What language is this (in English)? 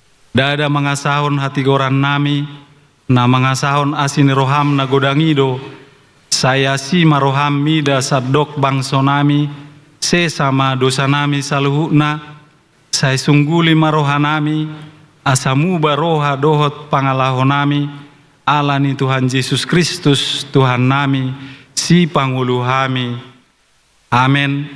Batak Toba